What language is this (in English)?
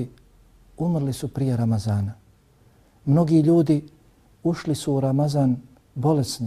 Bosnian